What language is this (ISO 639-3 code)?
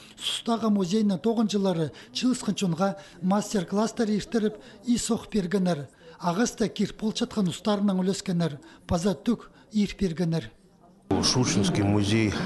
kjh